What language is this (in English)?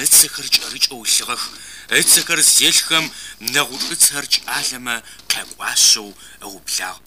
Adyghe